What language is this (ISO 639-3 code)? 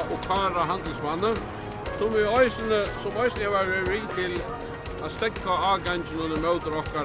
fao